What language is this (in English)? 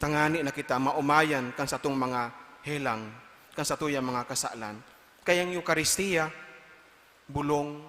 Bikol